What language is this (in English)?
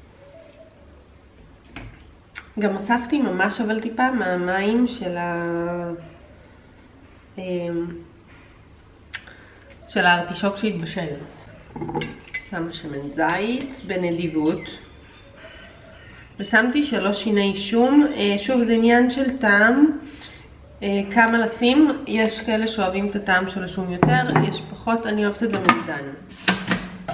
Hebrew